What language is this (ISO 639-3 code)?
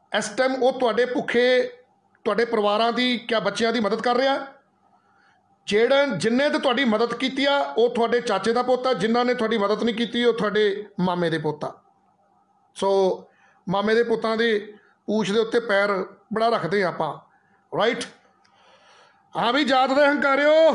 pan